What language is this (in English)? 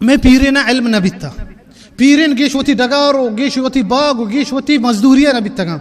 Baluchi